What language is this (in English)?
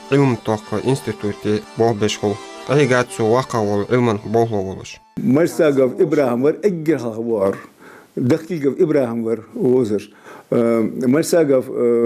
Ingush